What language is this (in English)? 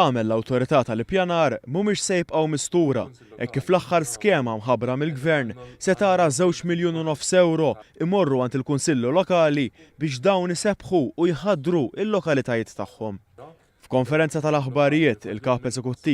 Maltese